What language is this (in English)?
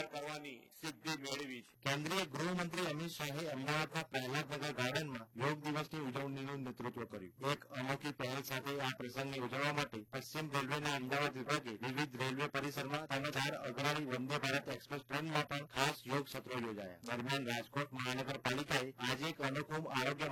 Gujarati